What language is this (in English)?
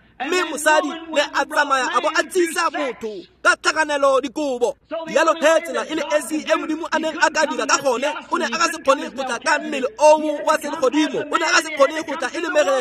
Tswana